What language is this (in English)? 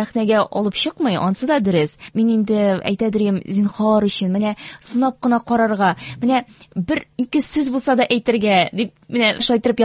Tatar